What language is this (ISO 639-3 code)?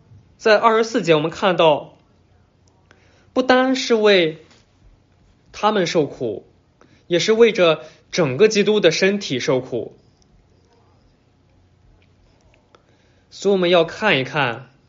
zho